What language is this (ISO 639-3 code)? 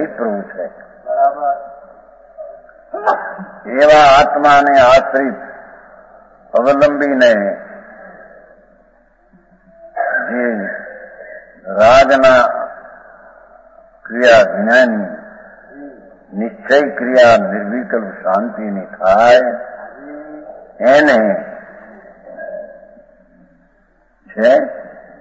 guj